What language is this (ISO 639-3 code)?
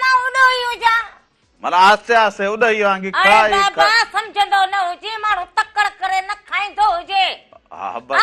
snd